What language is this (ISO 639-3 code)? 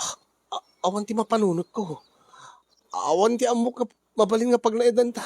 ilo